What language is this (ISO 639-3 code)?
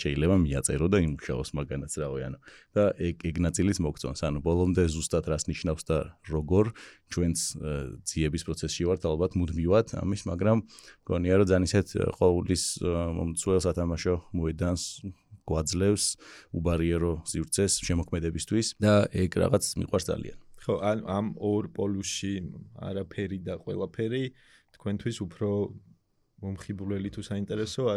kat